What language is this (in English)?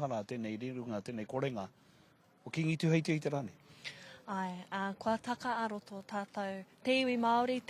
Māori